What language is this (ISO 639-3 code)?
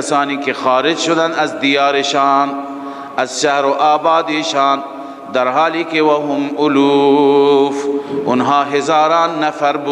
fas